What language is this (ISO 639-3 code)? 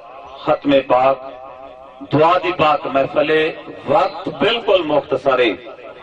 skr